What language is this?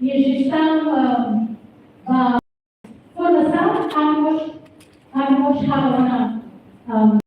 Tetum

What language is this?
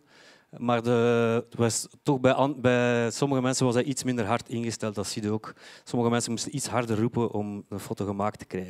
Dutch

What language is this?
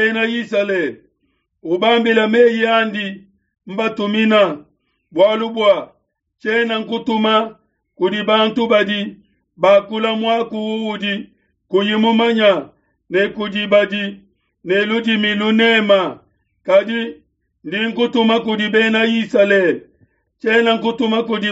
Luba-Lulua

